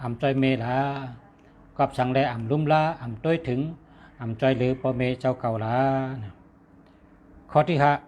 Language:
Shan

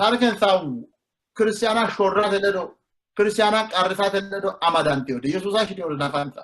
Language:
Sidamo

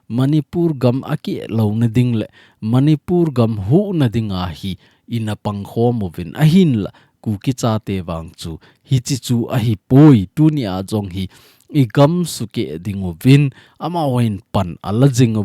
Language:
Thado Chin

